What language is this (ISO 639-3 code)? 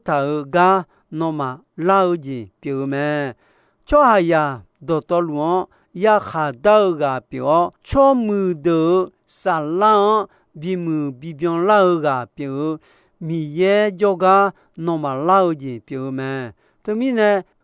ahk